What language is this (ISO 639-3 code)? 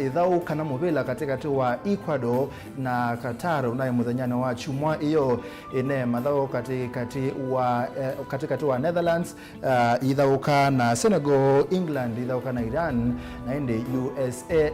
kam